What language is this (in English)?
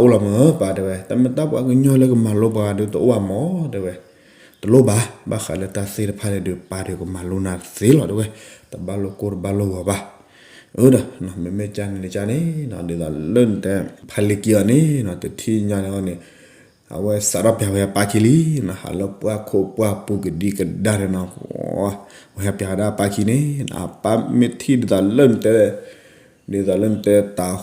S'gaw Karen